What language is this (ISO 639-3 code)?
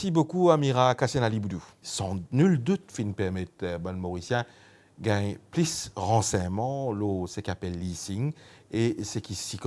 mfe